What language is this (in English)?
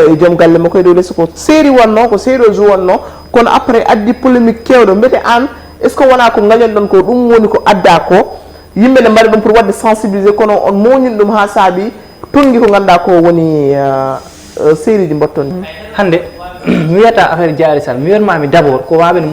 Fula